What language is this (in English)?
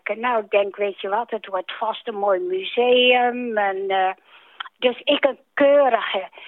Dutch